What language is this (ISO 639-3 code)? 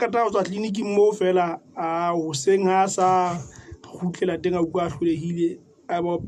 sot